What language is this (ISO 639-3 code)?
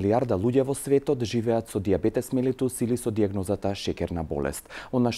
mkd